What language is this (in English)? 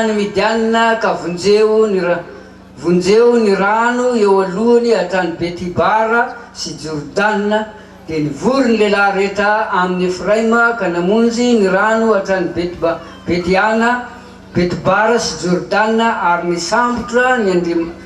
Malagasy